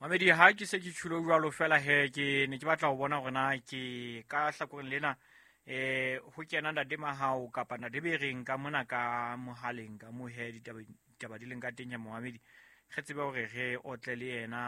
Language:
Southern Sotho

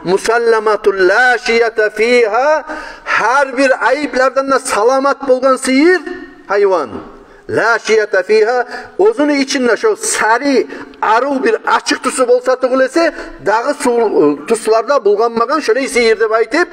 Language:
Kumyk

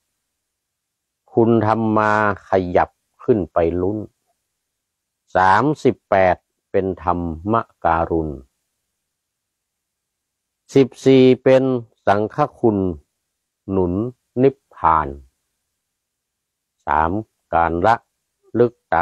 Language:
Thai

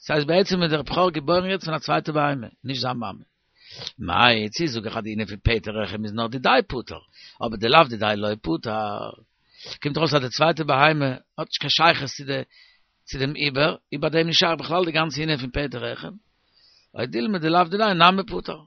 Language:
Yiddish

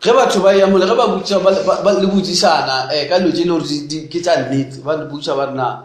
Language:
Northern Sotho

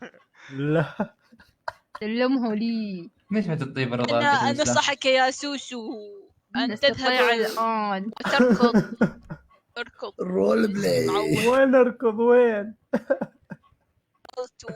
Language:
Mesopotamian Arabic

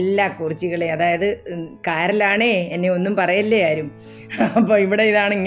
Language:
Malayalam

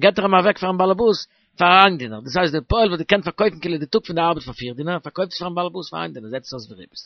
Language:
Yiddish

